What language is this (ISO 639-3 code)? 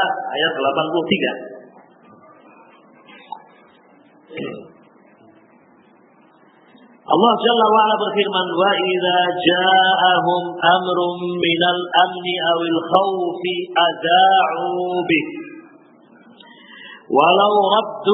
ind